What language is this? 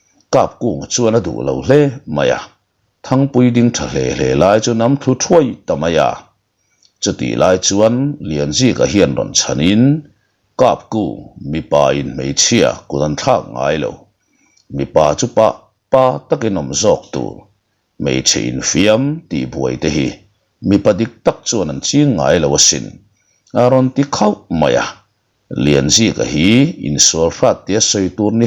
Mizo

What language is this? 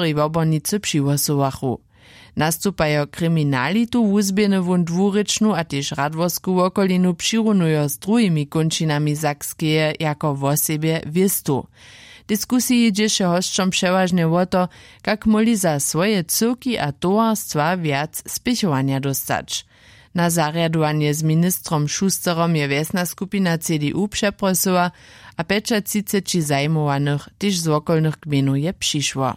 Upper Sorbian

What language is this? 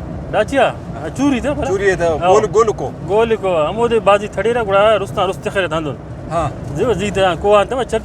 Brahui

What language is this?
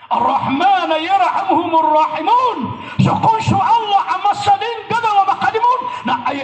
Maranao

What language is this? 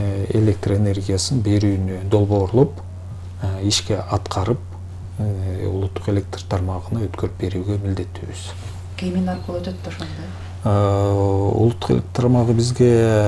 Kyrgyz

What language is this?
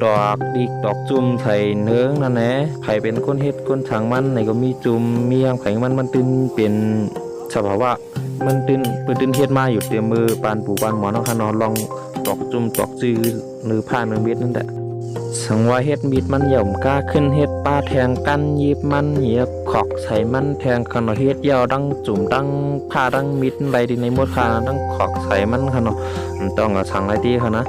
Shan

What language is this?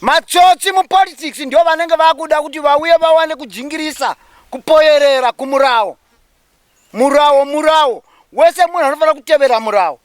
Shona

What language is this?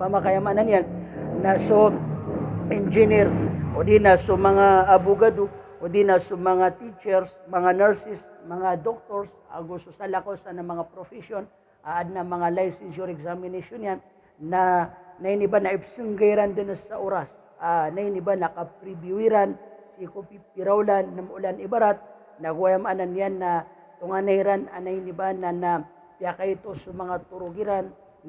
Maranao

